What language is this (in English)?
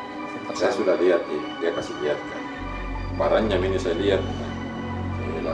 Makassar Malay